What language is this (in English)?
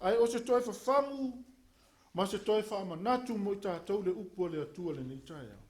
Samoan